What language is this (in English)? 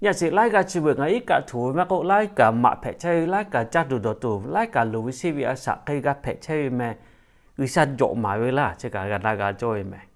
Lahu